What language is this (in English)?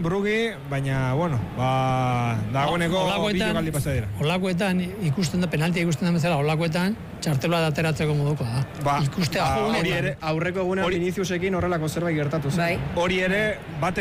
Basque